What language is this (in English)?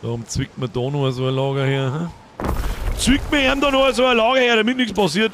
Bavarian